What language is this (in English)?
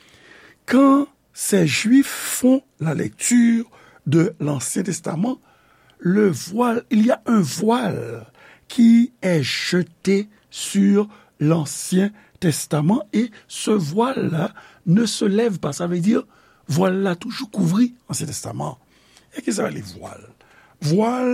Haitian Creole